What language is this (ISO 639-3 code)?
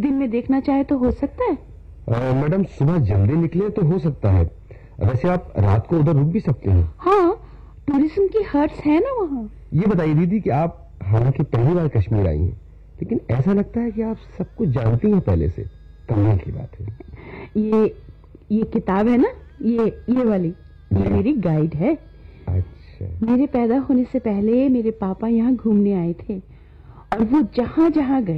urd